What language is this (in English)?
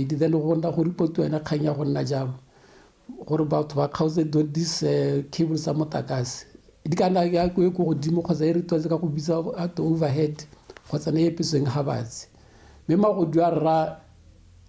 Tswana